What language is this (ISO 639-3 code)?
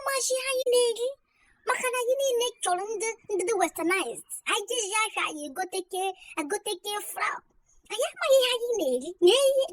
ibo